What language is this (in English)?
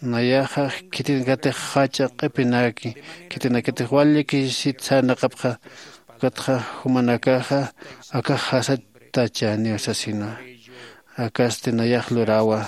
Aymara